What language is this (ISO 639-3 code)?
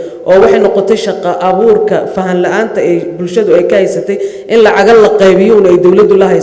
som